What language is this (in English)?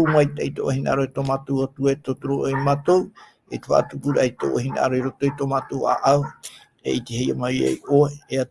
Tahitian